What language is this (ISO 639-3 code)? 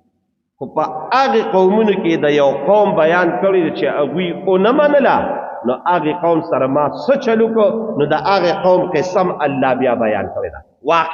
pus